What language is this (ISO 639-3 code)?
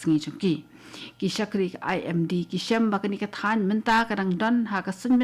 kha